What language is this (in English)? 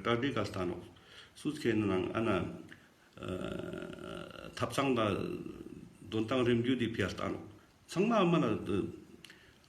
Ladakhi